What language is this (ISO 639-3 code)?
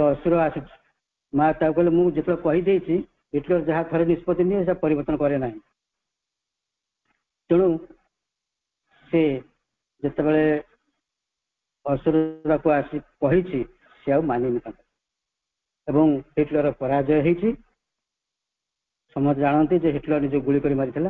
ori